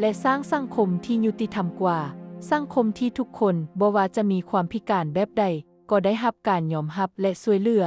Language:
Lao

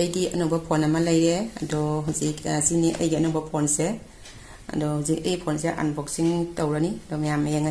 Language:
Manipuri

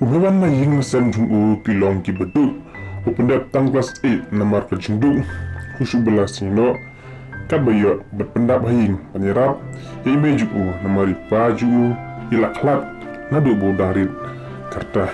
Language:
Khasi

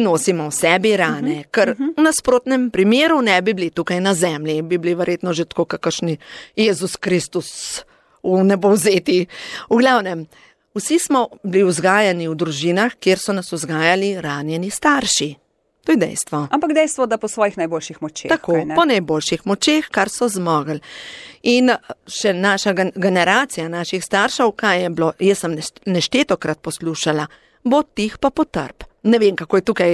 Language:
Slovenian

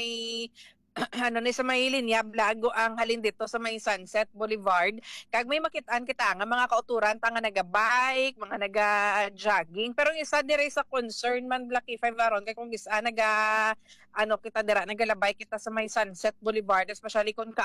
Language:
Hiligaynon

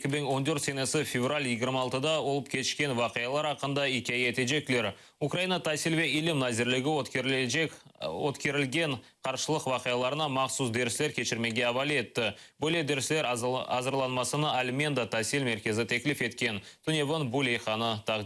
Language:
Crimean Tatar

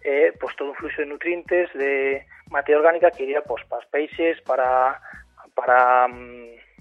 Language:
Galician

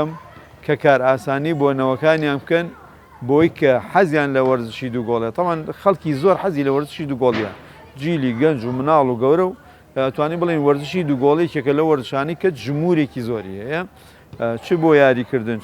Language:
Central Kurdish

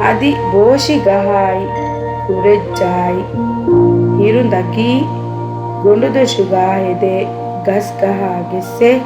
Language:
Divehi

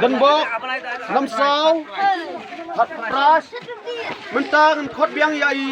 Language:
Khasi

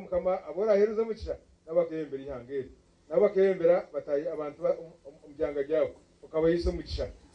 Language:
Nyankole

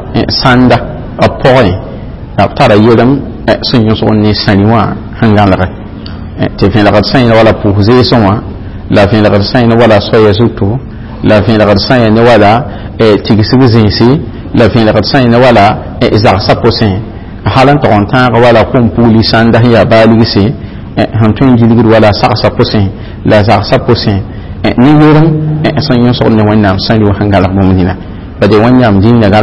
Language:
Mossi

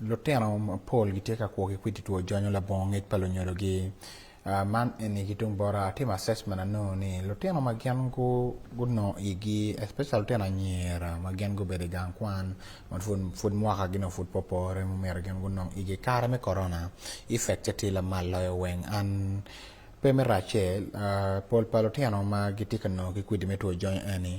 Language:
Acoli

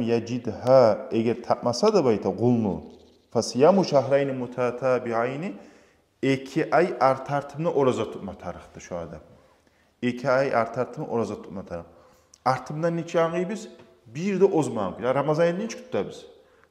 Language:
Kumyk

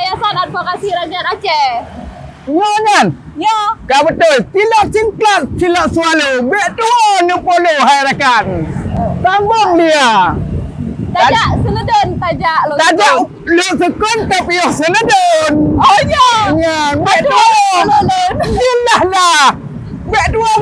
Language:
Achinese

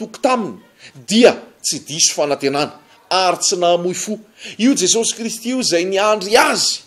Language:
Malagasy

